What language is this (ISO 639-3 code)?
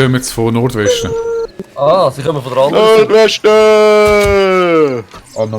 gsw